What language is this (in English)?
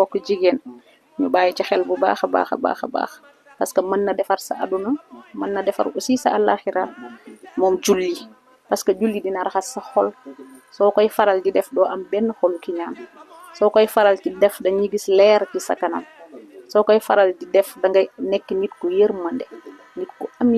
Wolof